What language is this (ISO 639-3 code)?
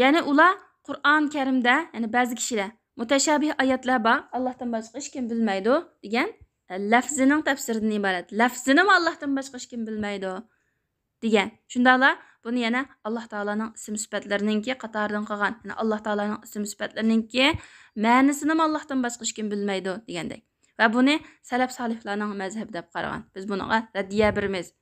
uig